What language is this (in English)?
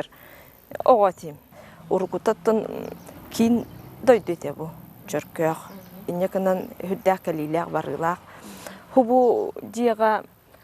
Yakut